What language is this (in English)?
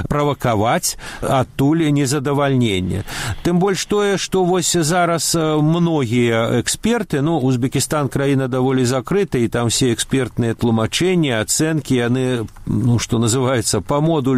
Belarusian